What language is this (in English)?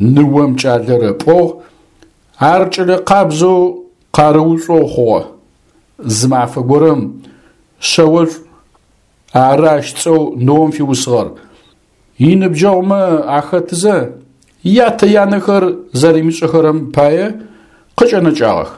Adyghe